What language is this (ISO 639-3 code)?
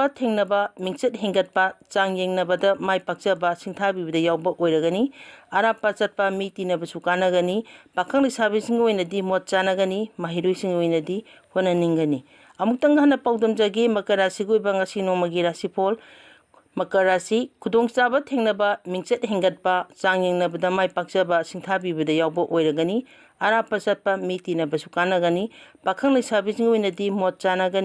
mni